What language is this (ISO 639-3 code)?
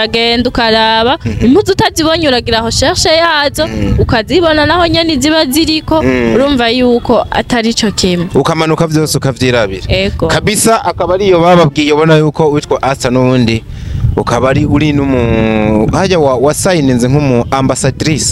run